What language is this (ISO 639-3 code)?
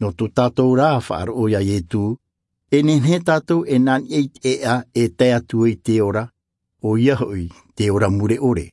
tah